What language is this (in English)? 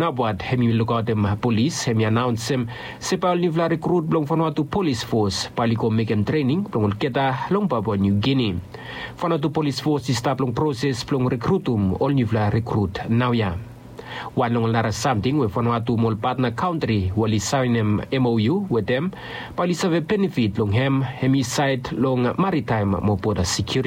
Bislama